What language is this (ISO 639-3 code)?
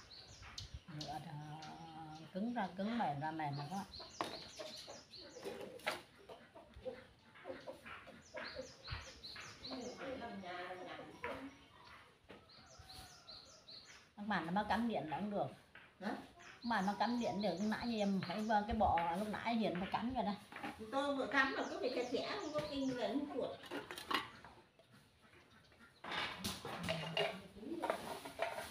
vie